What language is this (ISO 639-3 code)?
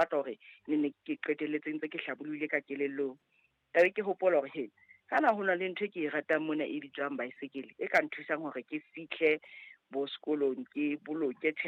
sot